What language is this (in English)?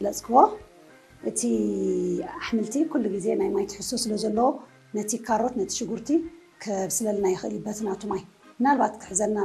Tigrinya